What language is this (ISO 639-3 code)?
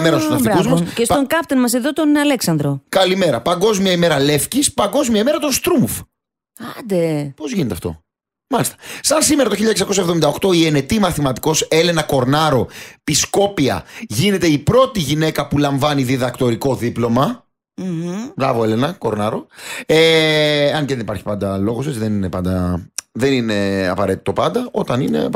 ell